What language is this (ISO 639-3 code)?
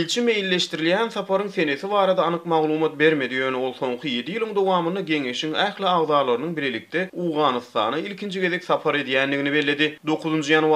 tuk